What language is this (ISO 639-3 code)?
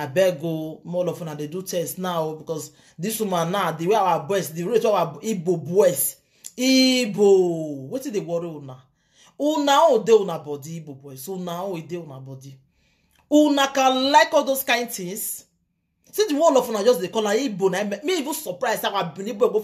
pcm